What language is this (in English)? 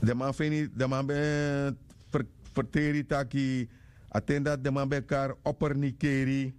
Sranan Tongo